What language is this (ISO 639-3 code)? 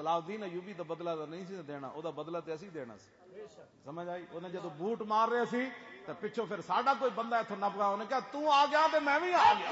lah